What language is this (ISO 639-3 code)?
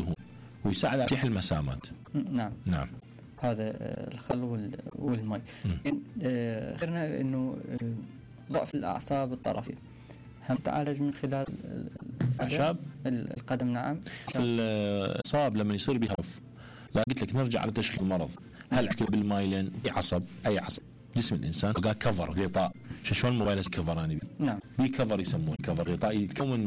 acm